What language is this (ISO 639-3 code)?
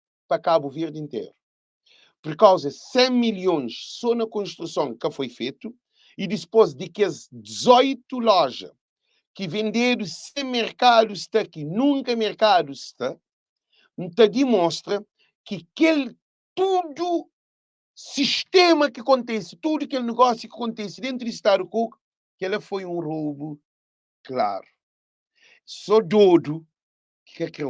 kea